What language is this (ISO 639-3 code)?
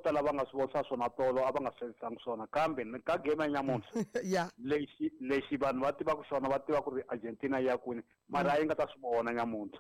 tso